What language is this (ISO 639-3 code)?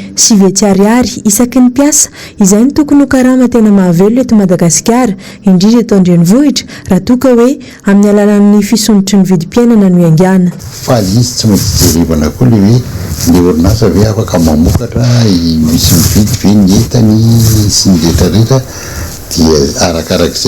mlg